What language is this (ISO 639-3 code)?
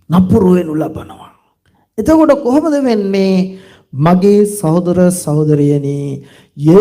sin